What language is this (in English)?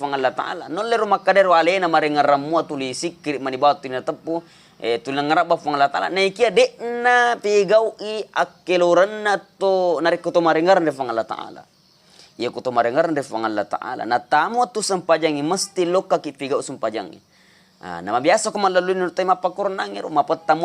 Buginese